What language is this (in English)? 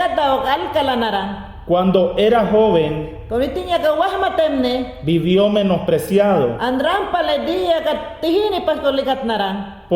Mayangna